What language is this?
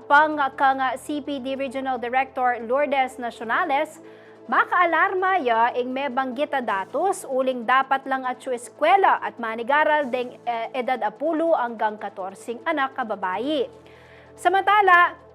Pampanga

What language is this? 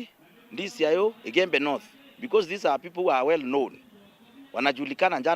Meru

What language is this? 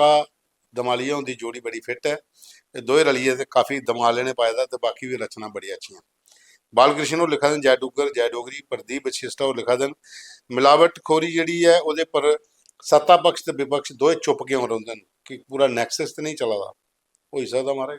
Dogri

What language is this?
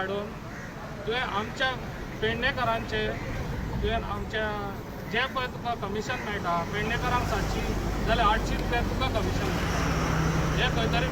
Konkani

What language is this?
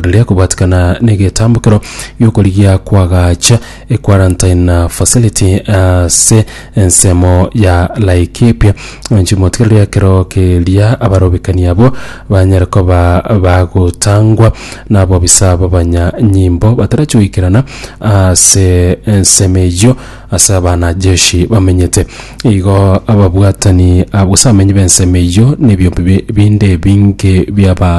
Gusii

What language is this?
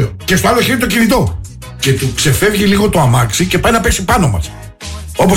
Greek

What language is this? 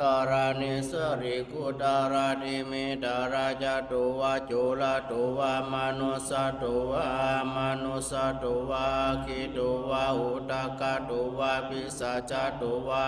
Pali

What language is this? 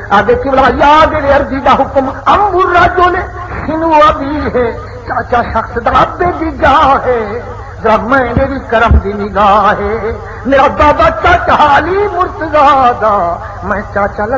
Saraiki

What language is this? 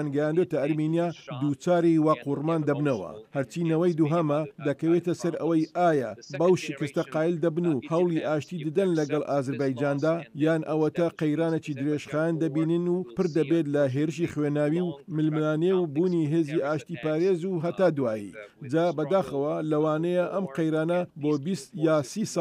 Central Kurdish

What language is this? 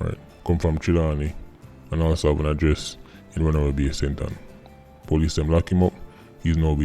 Jamaican Creole English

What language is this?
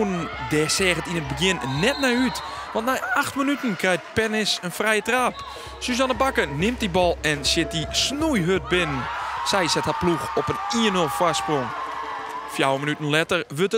Western Frisian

